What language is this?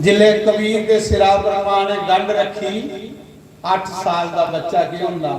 Dogri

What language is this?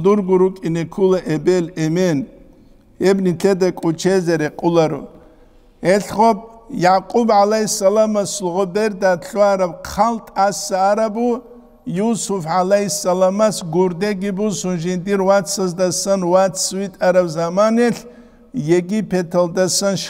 Avaric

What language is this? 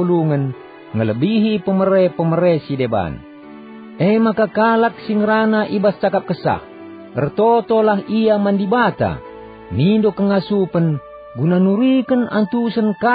Batak Karo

